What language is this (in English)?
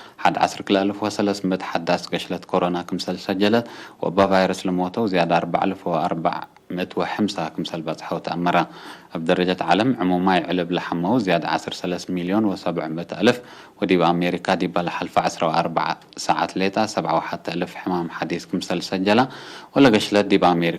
Tigre